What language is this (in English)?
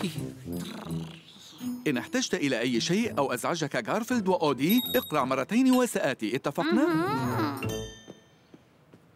Arabic